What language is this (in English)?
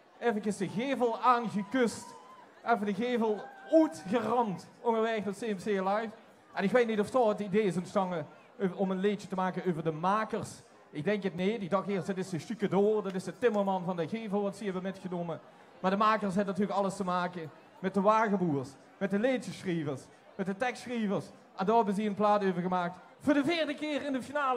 Limburgish